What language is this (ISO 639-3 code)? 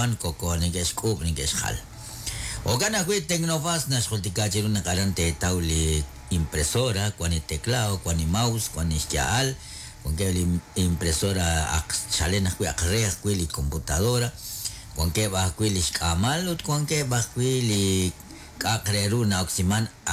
kek